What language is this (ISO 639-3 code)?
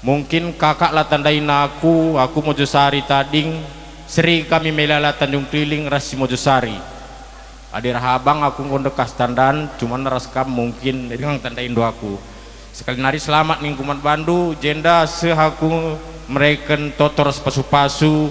btx